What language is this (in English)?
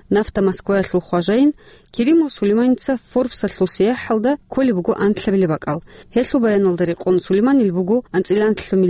Avaric